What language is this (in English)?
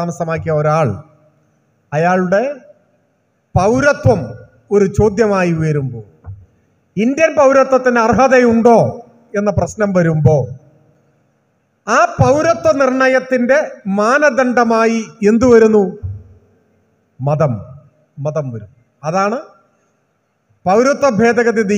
Malayalam